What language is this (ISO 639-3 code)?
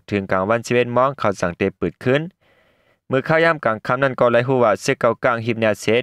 shn